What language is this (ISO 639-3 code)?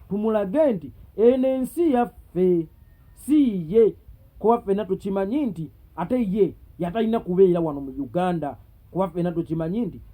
lug